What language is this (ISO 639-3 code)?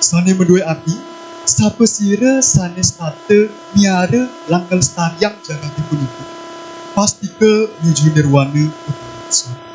ban